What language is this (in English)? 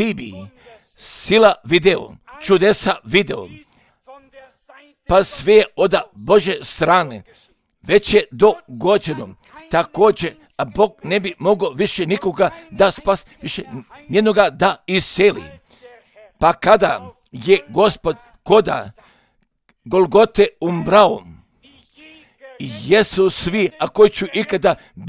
Croatian